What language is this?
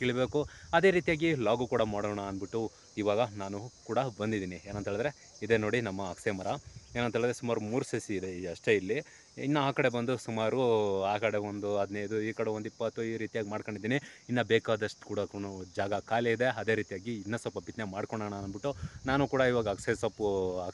Kannada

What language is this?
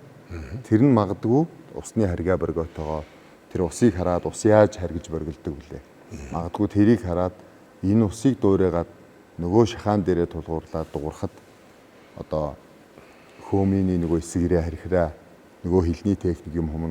Mongolian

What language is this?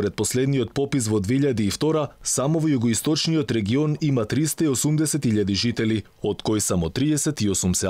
Macedonian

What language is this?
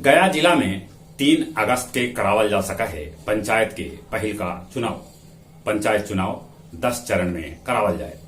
Magahi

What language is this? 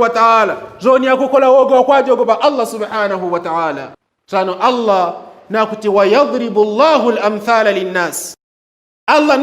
Yao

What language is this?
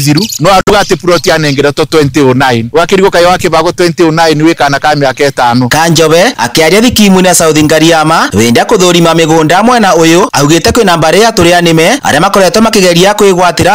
Kikuyu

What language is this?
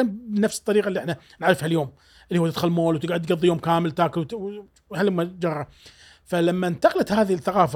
Gulf Arabic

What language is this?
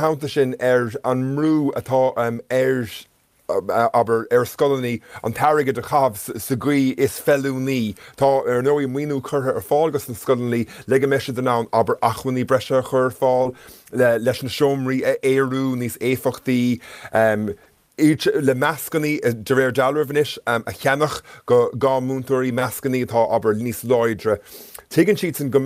Irish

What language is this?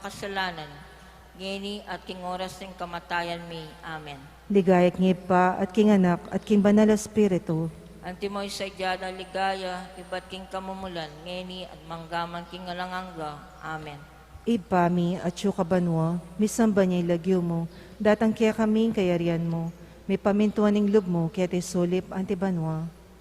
Pampanga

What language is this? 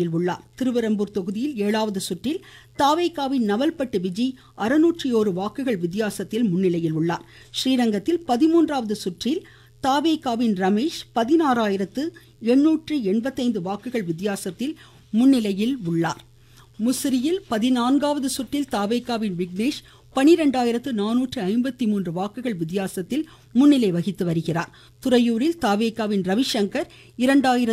Tamil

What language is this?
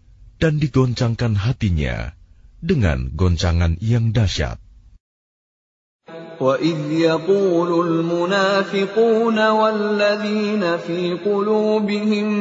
Indonesian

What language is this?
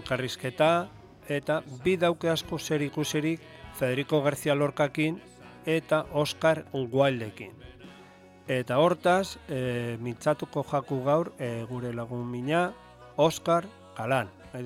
Basque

